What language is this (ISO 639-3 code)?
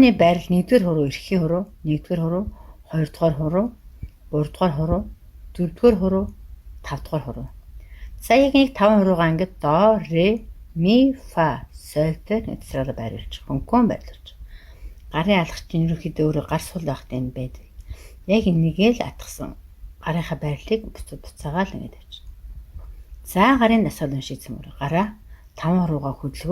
mon